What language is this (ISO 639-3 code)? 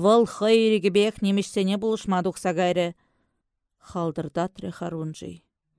chv